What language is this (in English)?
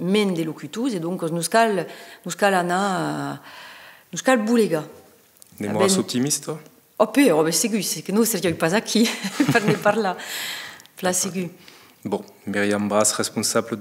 Occitan